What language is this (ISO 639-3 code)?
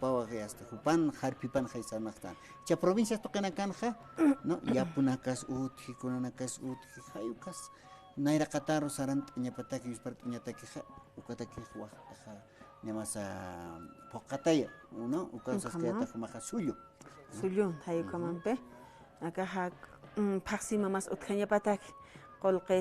aym